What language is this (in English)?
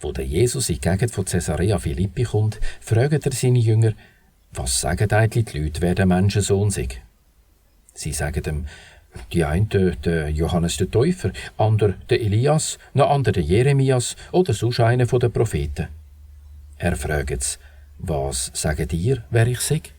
Swiss German